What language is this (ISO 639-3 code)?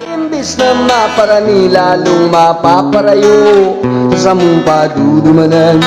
bik